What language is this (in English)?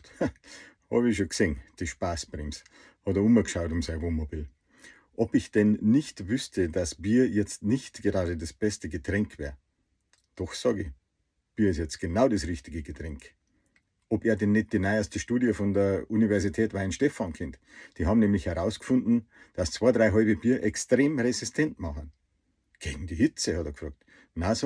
Bavarian